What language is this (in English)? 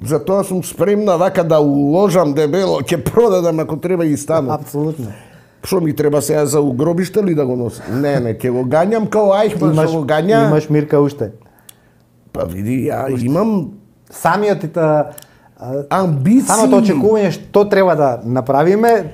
Macedonian